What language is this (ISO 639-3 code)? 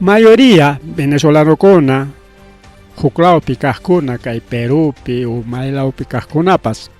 quy